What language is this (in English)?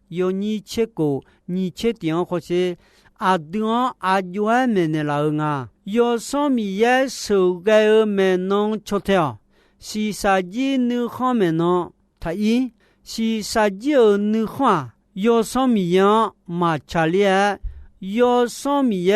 Akha